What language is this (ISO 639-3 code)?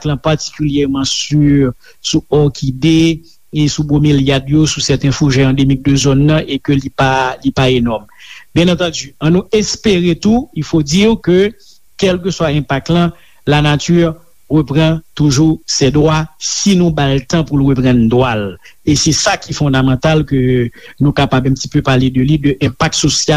hat